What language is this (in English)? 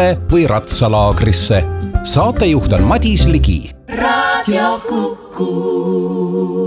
Estonian